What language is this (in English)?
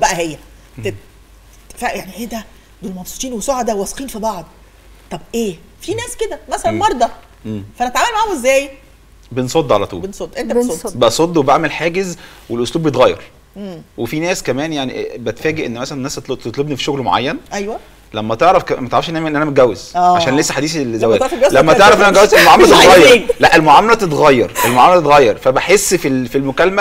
Egyptian Arabic